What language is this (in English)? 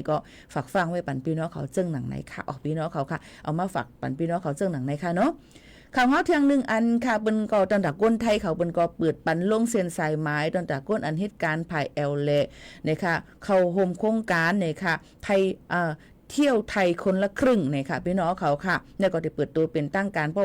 Shan